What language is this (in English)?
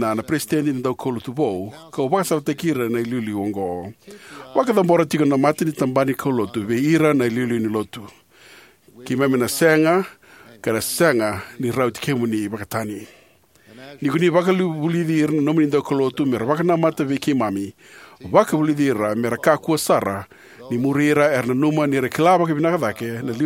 Fijian